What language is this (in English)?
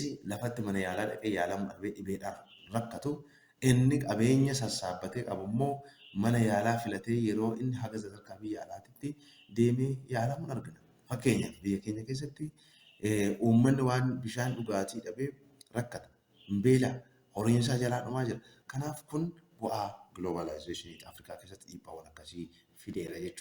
Oromo